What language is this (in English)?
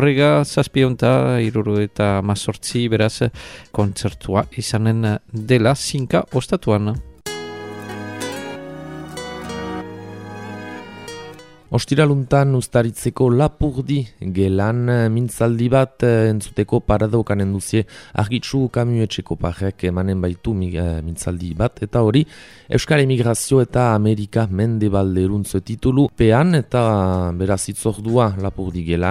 Basque